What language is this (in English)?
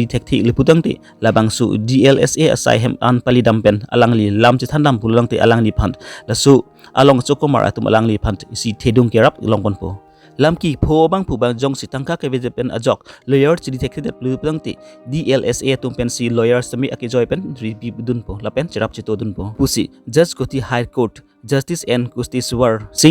Karbi